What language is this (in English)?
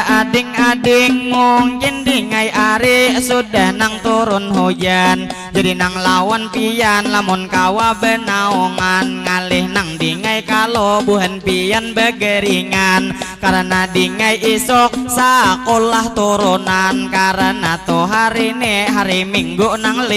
Banjar